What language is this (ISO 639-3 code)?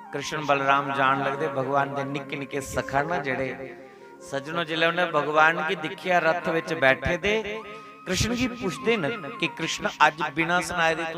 doi